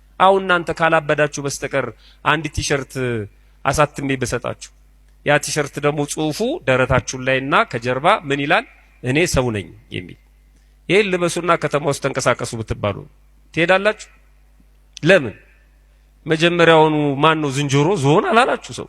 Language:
Amharic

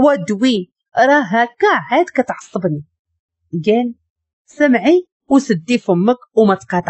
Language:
Moroccan Arabic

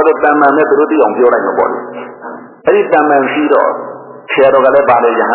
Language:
Burmese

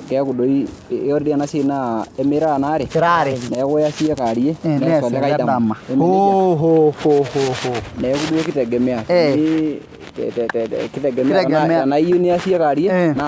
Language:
Masai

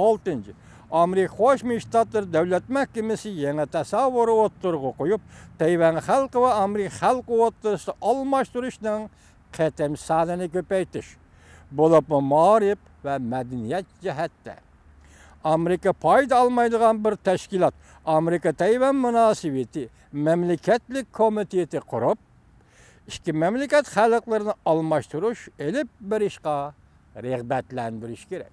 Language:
Uyghur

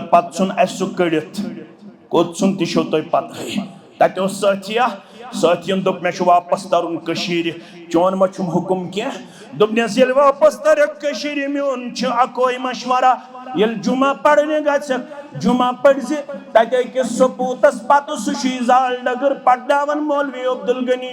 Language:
Kashmiri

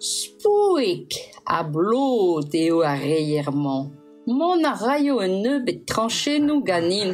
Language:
Breton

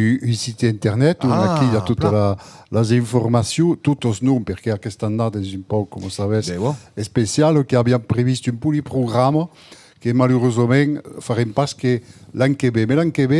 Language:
Occitan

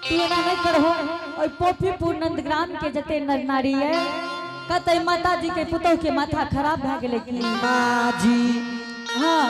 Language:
Angika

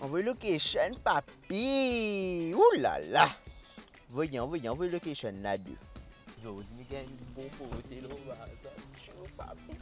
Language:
Morisyen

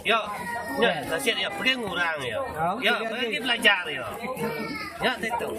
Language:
Iban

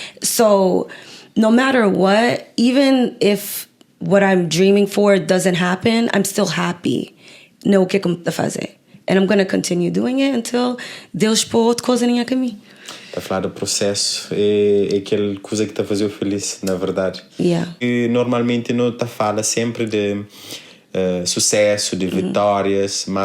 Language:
Kabuverdianu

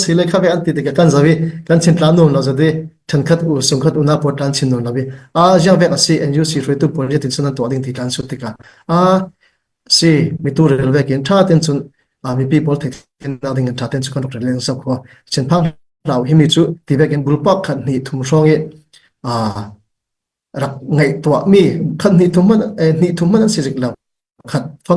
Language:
Falam Chin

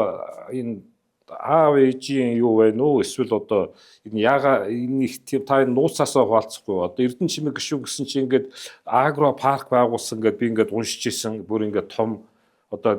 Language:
Mongolian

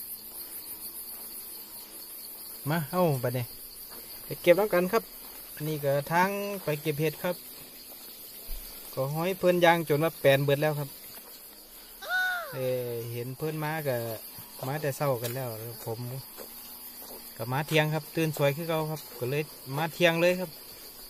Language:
Thai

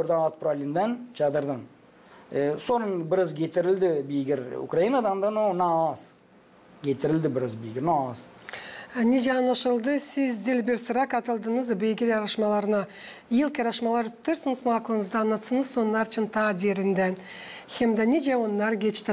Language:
Gagauz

